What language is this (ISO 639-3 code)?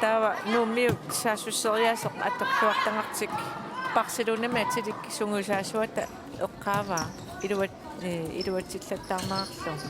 kal